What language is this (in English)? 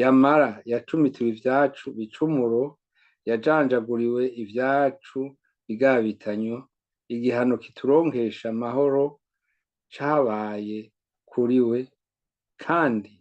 Rundi